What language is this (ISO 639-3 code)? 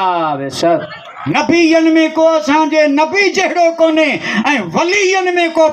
snd